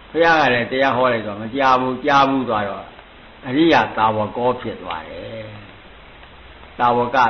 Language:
Burmese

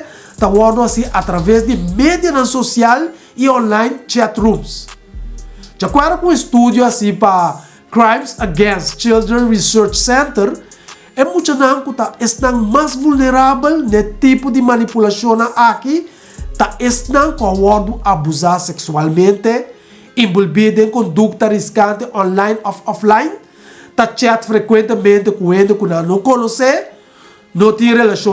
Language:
Papiamento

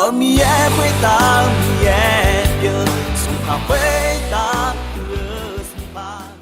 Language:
Akha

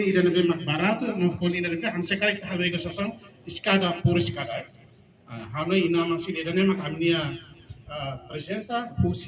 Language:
Tetum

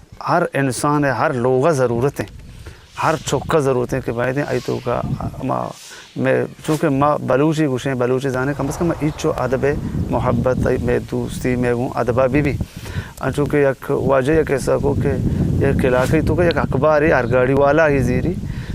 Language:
Eastern Balochi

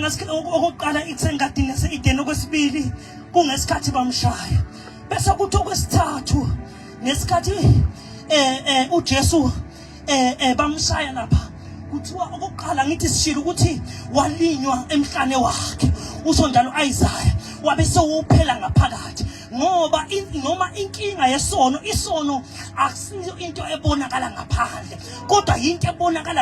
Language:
Zulu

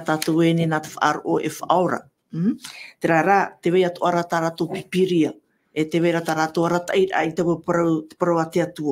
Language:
Tahitian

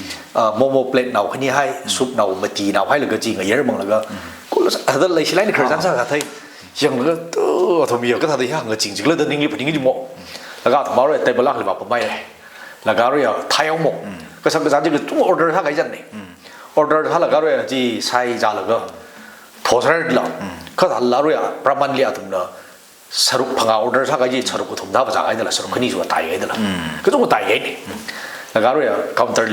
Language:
Tangkhul Naga (India)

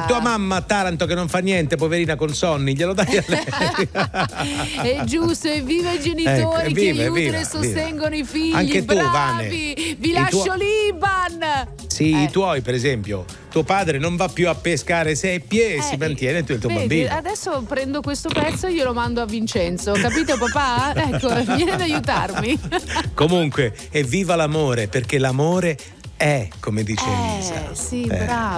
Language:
Italian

